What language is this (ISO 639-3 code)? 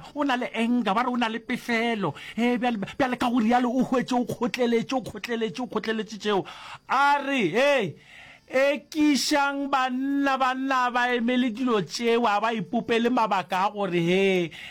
nso